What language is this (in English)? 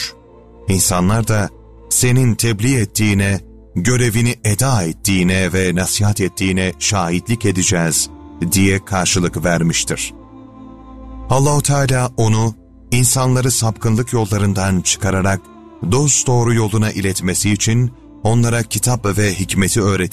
Turkish